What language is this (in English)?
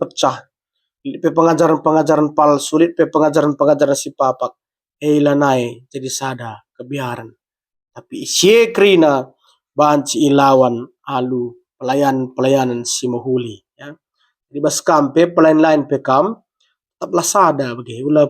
Batak Karo